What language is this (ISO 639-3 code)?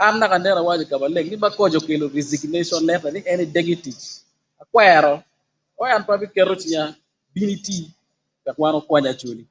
ach